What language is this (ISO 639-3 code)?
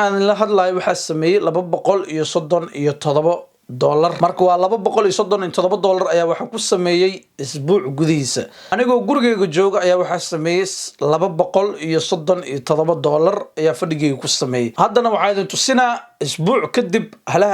som